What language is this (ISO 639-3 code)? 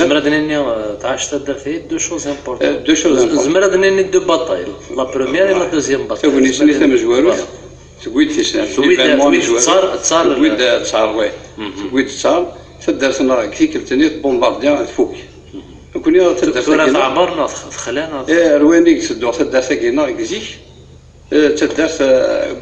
kab